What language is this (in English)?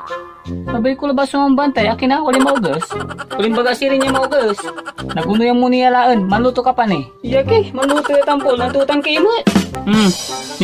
Pangasinan